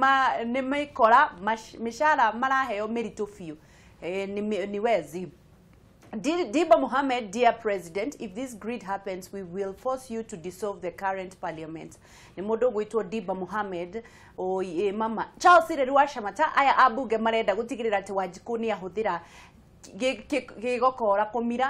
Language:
Kikuyu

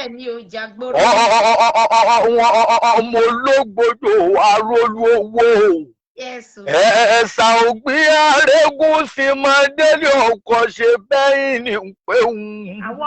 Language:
Yoruba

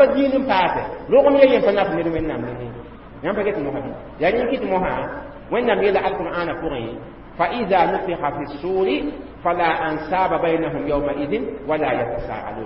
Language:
Mossi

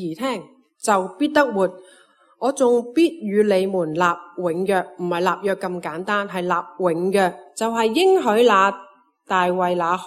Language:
Cantonese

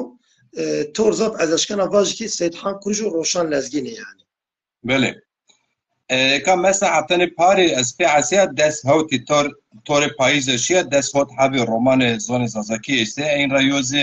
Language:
Zaza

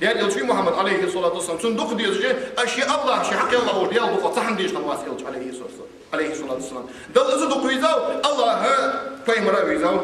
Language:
Ingush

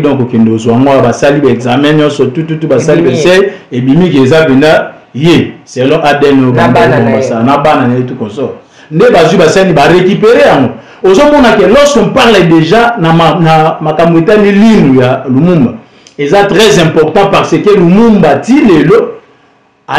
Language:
Lingala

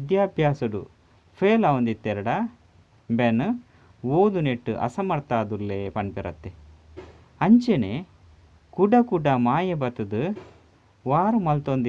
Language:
Tulu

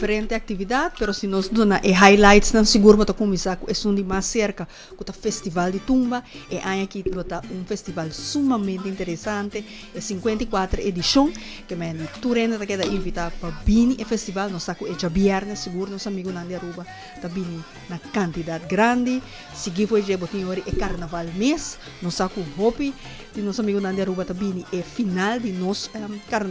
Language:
Papiamento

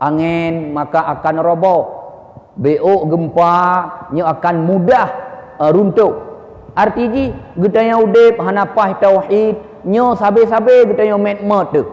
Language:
Achinese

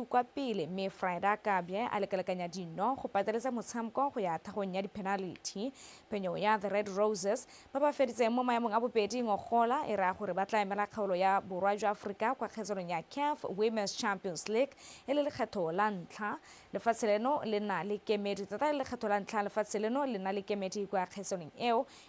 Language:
Tswana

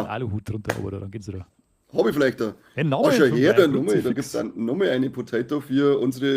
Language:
Bavarian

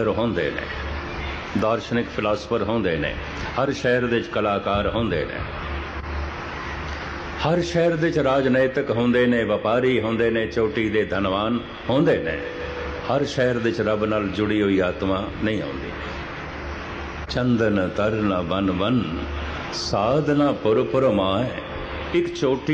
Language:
Punjabi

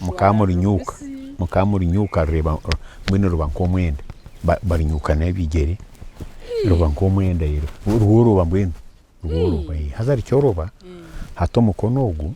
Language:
Nyankole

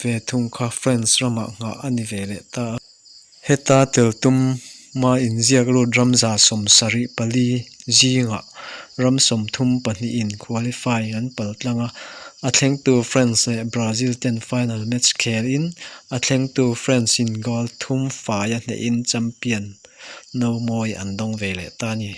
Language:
Mizo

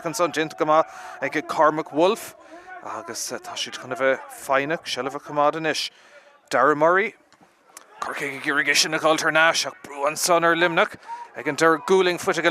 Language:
Irish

